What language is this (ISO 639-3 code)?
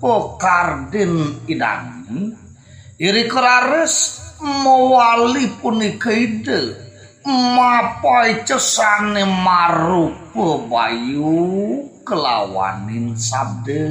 ban